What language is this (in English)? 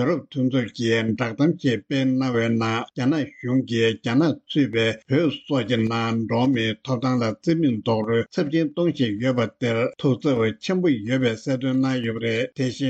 Tibetan